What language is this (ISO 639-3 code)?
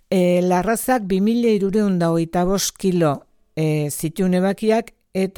eus